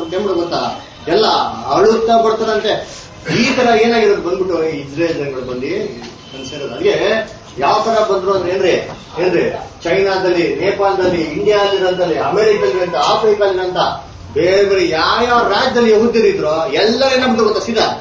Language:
Kannada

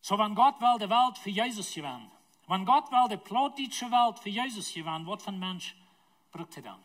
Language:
Plautdietsch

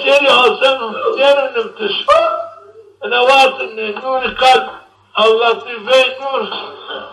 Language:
Zaza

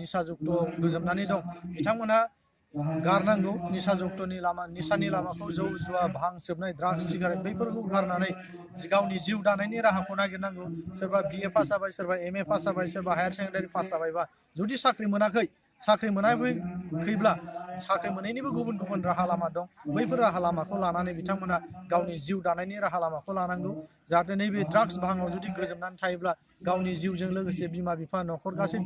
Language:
Bodo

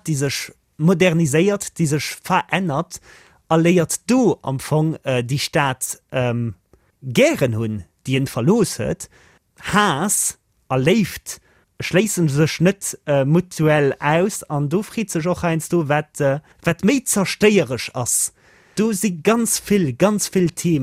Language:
Luxembourgish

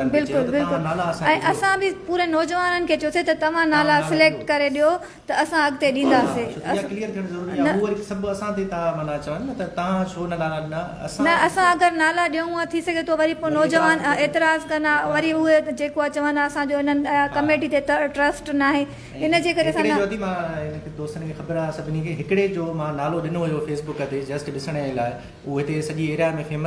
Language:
Sindhi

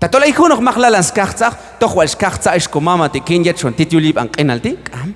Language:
Q'anjob'al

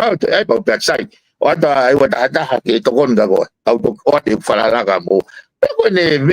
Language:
Tongan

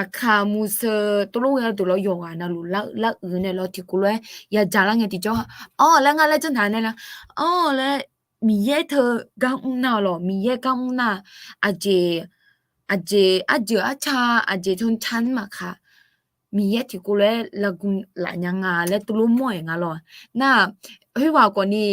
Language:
Akha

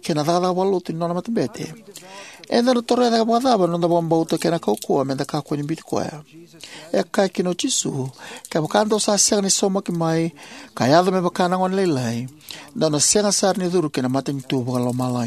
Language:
Fijian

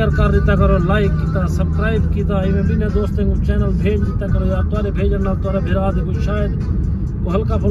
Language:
Saraiki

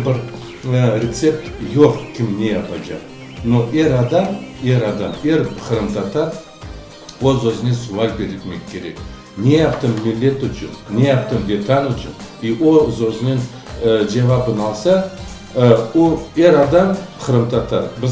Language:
Crimean Tatar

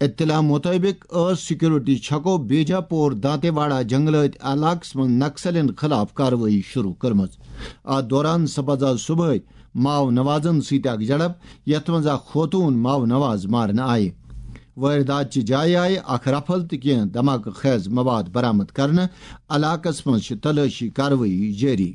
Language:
Kashmiri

